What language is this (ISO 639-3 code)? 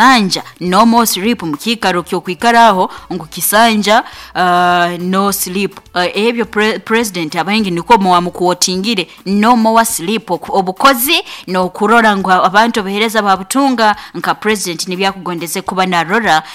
nyo